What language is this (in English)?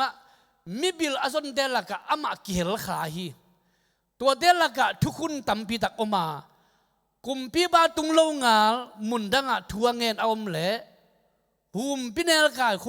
Tedim Chin